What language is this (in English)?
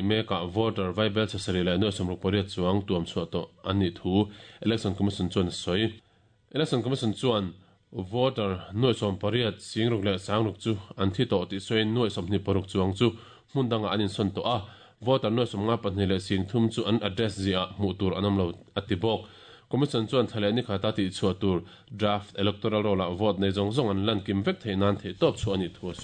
Mizo